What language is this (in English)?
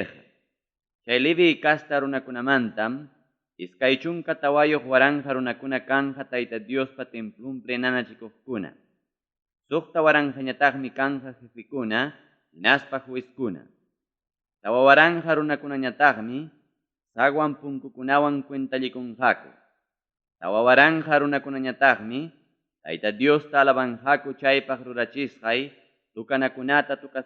Ayacucho Quechua